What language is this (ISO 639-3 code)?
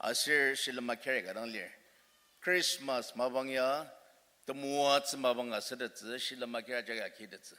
njo